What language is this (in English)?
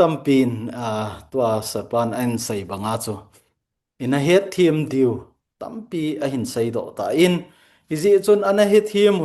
Thado Chin